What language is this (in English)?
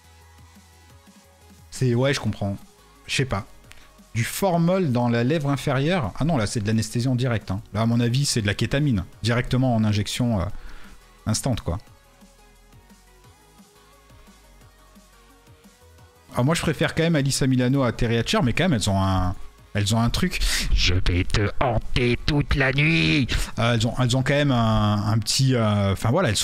French